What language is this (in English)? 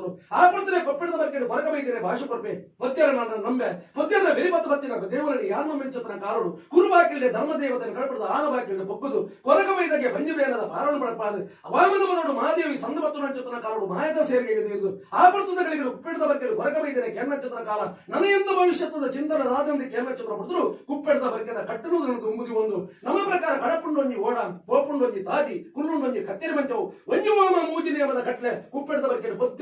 Tulu